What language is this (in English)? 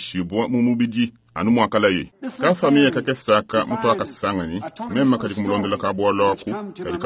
Luba-Lulua